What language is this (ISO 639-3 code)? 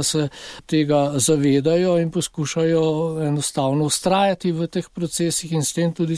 slv